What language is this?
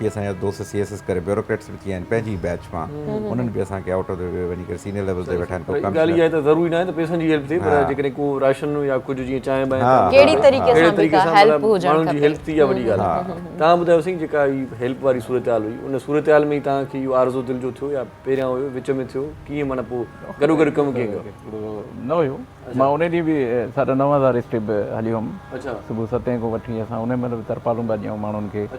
Sindhi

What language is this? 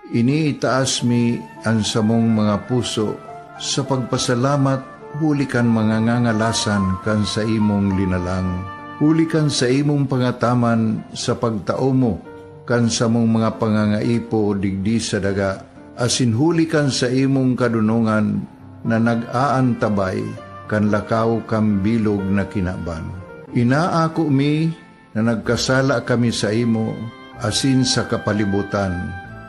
Bikol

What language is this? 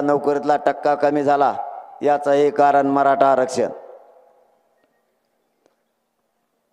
Marathi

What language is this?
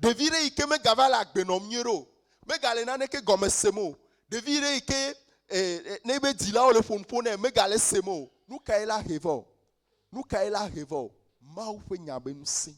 Ewe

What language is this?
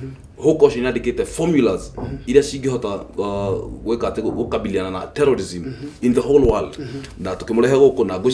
Kikuyu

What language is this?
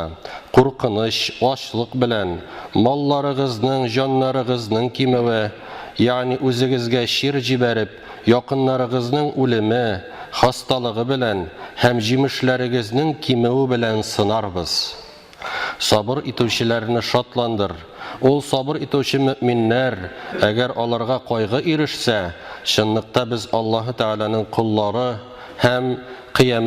Tatar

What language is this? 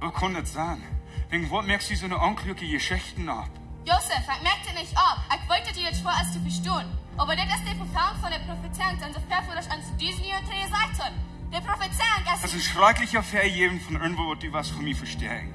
Plautdietsch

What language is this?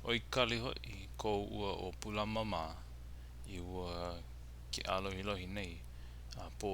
Hawaiian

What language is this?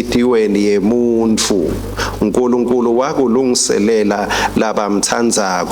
Swati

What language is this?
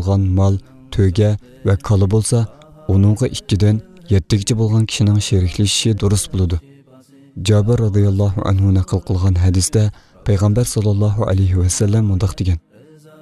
Uyghur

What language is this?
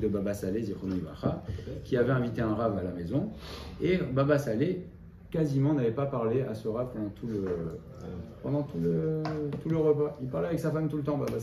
French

